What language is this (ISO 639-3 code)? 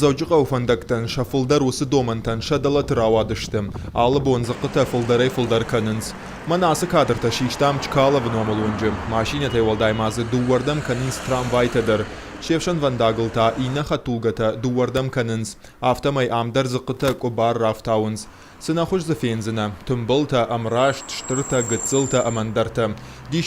oss